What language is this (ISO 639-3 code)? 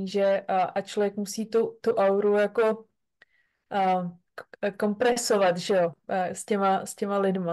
ces